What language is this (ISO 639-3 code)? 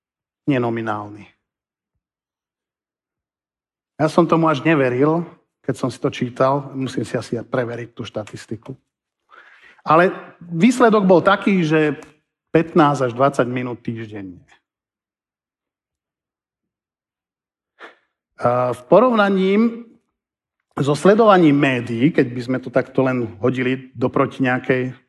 slk